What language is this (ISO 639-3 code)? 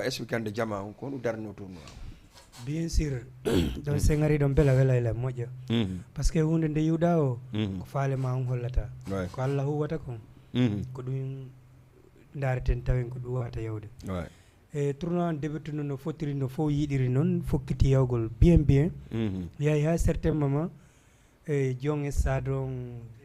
ful